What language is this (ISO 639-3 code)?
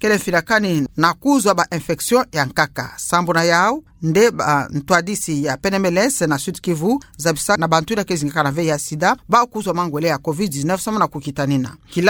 ktu